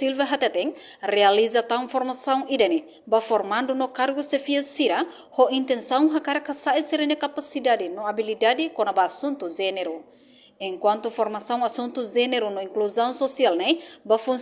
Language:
Tetum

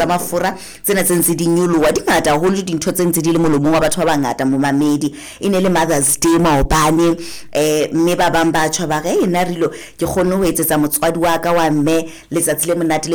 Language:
Southern Sotho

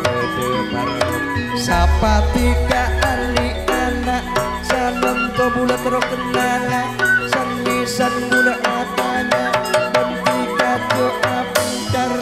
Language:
Madurese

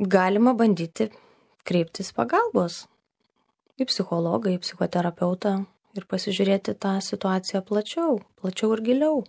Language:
Lithuanian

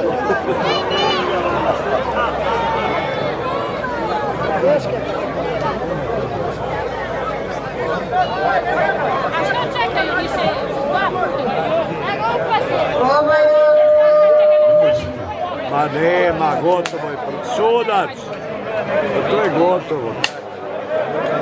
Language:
Croatian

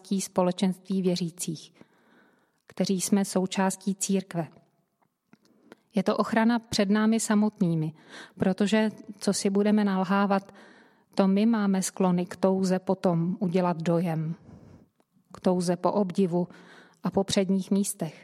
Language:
Czech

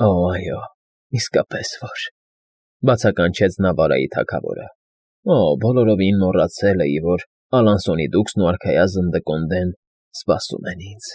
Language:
Armenian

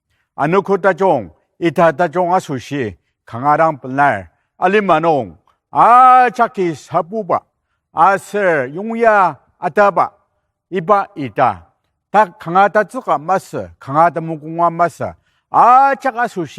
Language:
Ao Naga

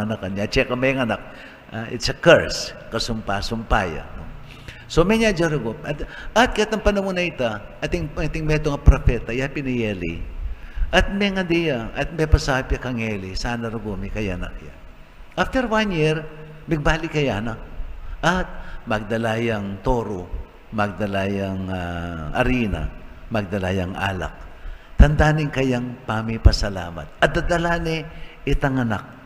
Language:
Pampanga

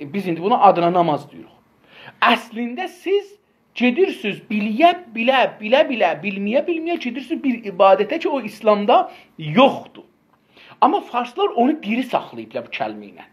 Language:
South Azerbaijani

